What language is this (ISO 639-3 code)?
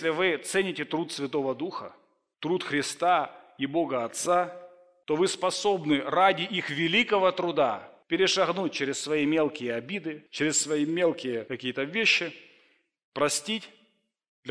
rus